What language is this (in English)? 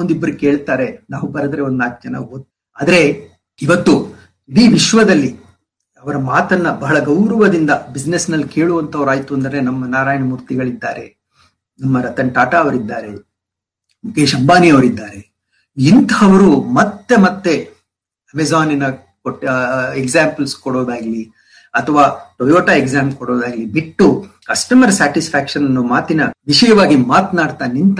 Kannada